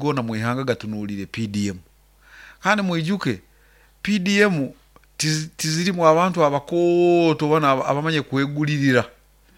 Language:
Nyoro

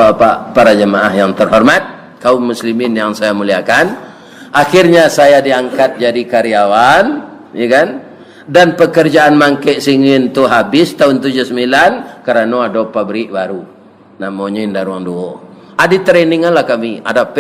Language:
Minangkabau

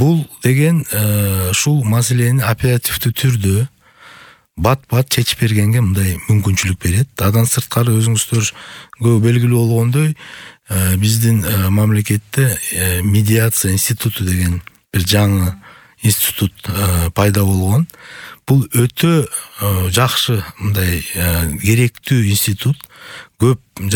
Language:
Kyrgyz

